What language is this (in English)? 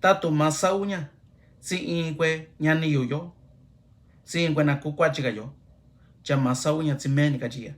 Mixtepec Mixtec